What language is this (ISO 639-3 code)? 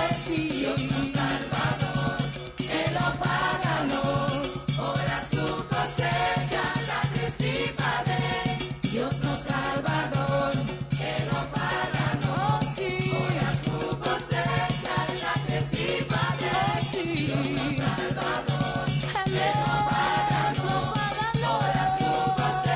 pap